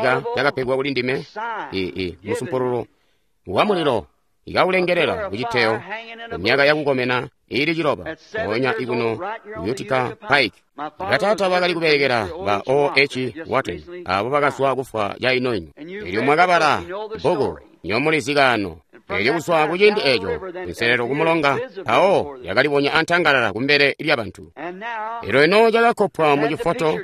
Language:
Tonga (Zambia)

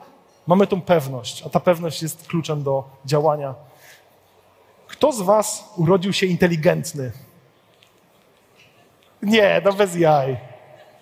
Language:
Polish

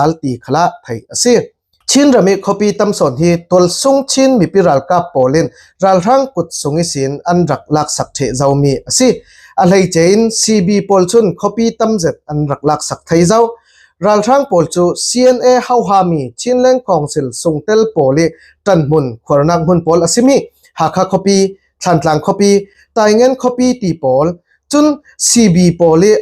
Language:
Falam Chin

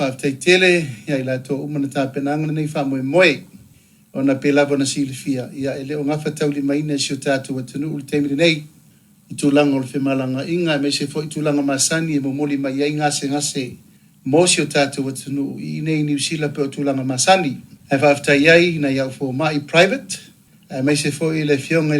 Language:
Samoan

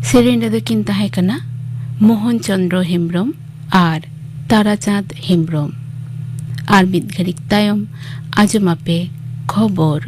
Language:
Santali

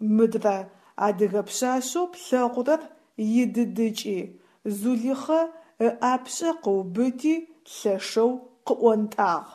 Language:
Adyghe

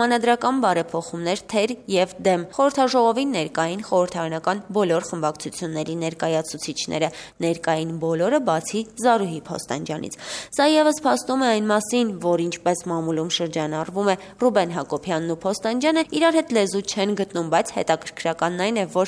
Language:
Armenian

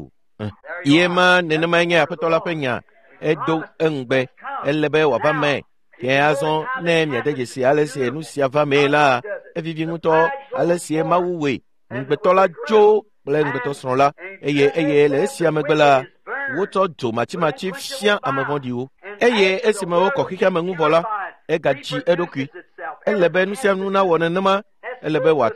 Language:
Ewe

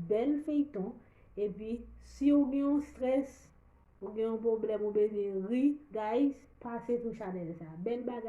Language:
Haitian Creole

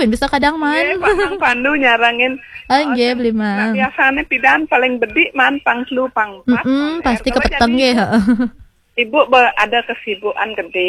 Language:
Balinese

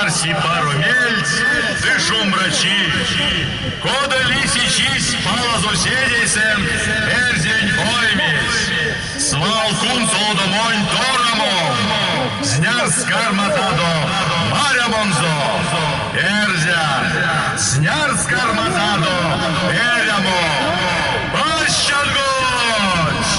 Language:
Erzya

